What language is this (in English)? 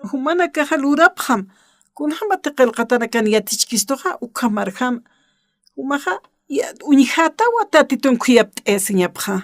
Aymara